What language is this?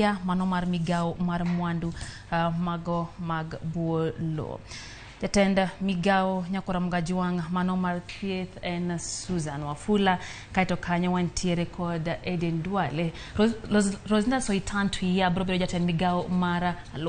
Luo (Kenya and Tanzania)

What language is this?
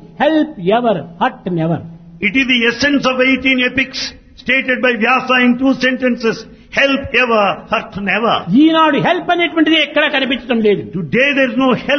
Telugu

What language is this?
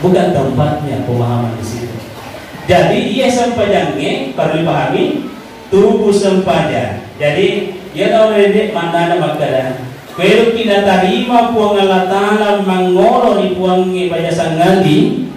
Buginese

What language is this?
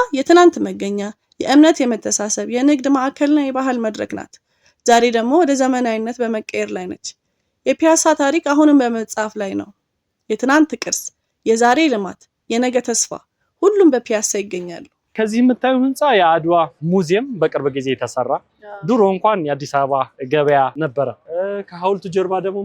Amharic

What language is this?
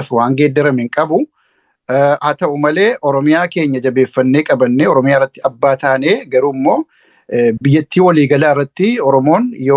Oromo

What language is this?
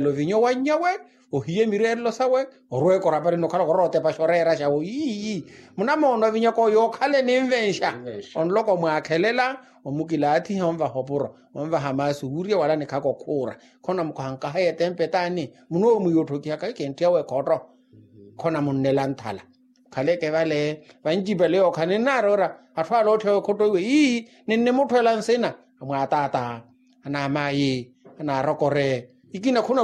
Makhuwa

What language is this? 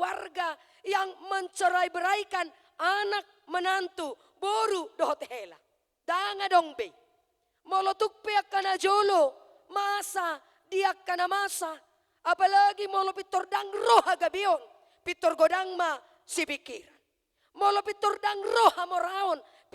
Batak Toba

